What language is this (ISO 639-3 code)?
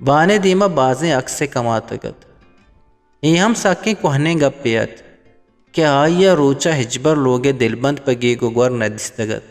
bgp